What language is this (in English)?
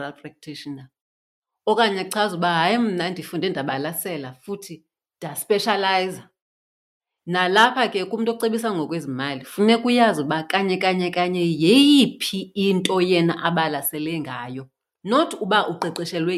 Xhosa